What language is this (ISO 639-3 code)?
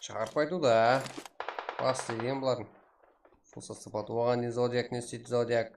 kaa